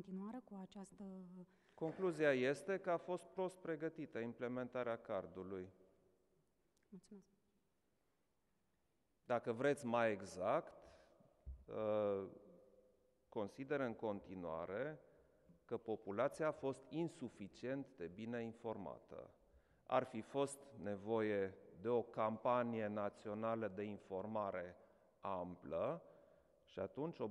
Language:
Romanian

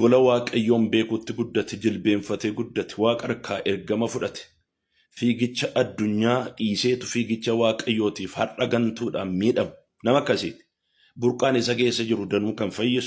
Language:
Oromo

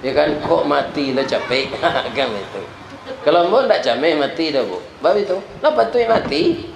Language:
Minangkabau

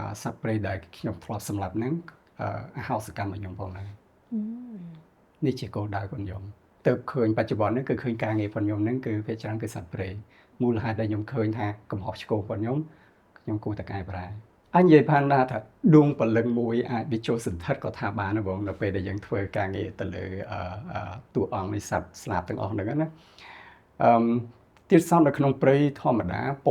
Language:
Khmer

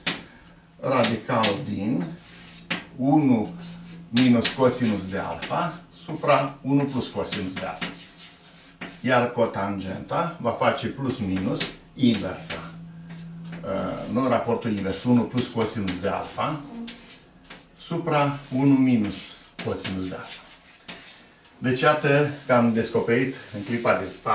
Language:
Romanian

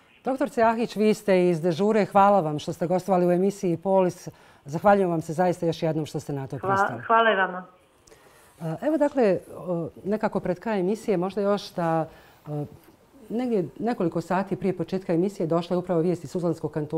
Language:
Bosnian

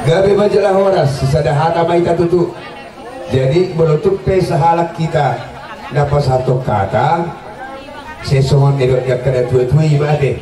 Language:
Batak Toba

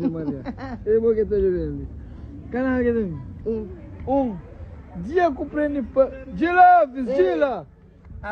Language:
Kabuverdianu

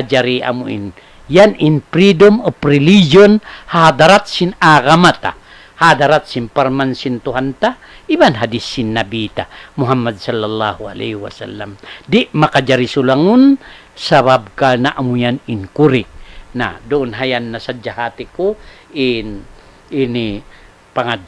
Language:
Tausug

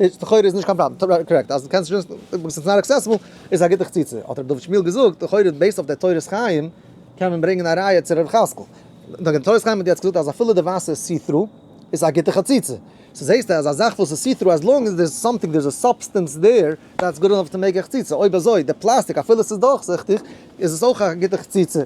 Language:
Yiddish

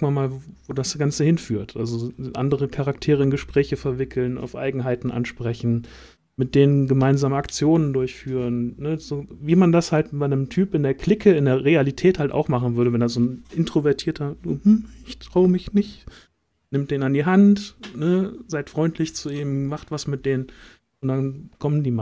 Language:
German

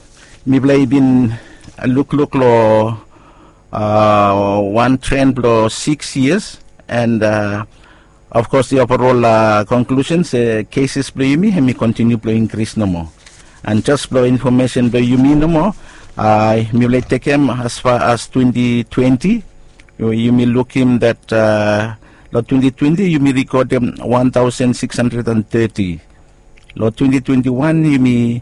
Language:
Bislama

